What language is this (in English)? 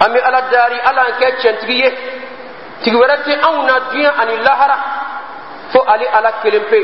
Dyula